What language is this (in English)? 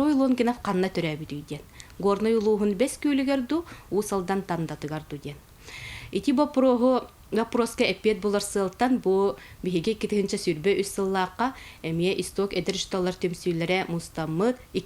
Yakut